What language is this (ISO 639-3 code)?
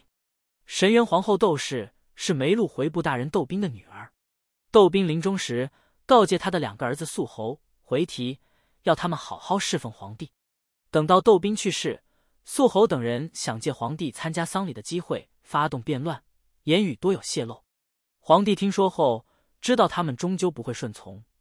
zho